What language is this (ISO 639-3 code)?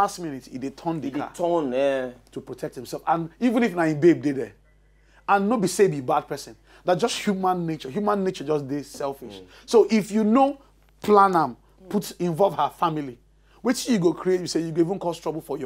pcm